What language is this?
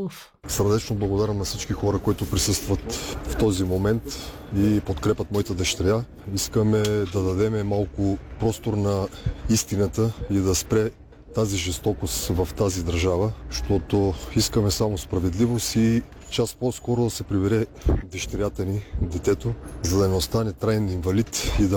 Bulgarian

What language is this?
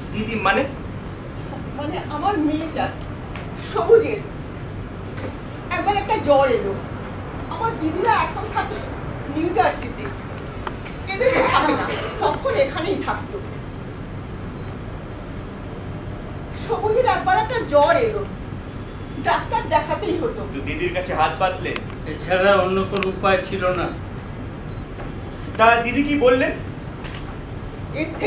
Bangla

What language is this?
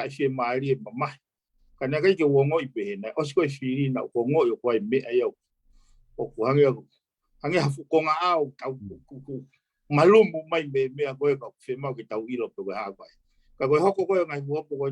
Tongan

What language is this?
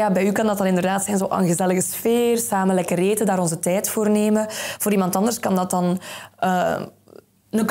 Dutch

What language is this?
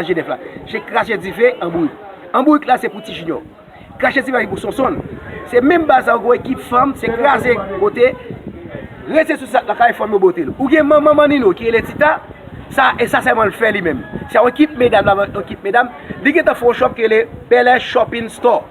Haitian Creole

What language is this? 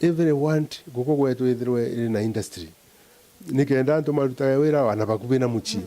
Meru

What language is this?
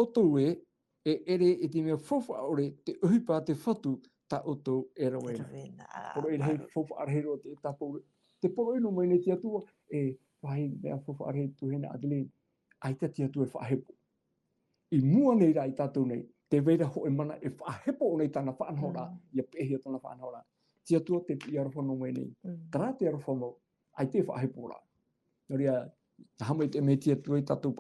Tahitian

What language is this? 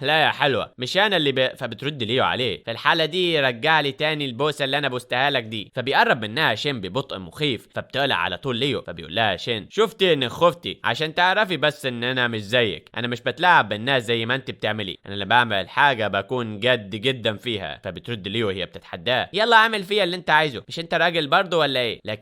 Egyptian Arabic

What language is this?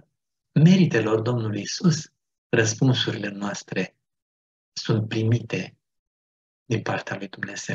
Romanian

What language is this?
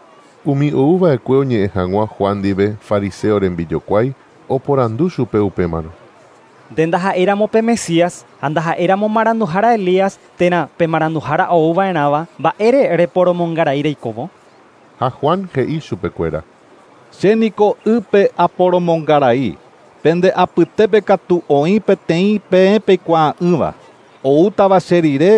Guarani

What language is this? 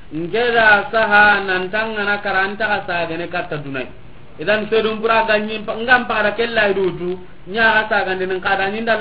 Soninke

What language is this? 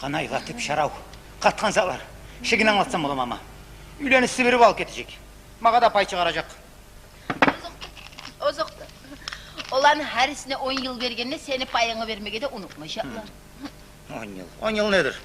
Kumyk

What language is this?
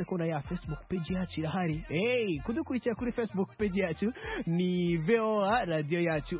Kinyarwanda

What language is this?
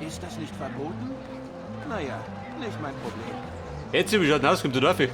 Bavarian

